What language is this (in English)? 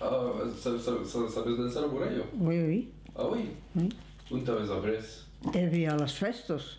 Occitan